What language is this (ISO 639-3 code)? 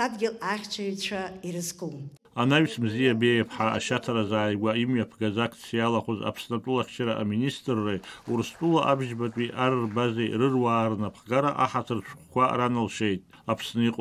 abk